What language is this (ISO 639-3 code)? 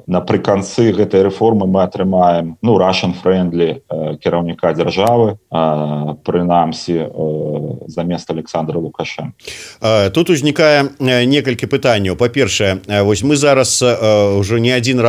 bel